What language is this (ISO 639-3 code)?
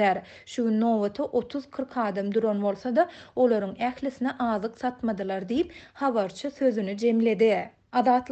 tuk